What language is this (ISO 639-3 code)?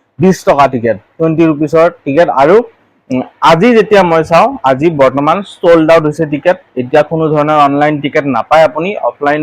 asm